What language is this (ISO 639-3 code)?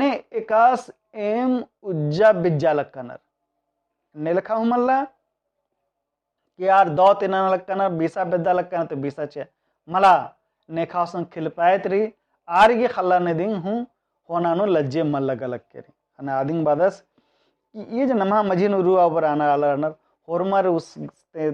kru